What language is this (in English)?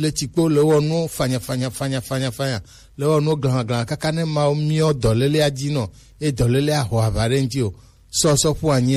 Gen